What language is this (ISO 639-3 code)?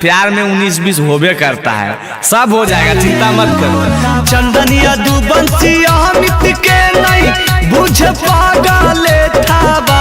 mag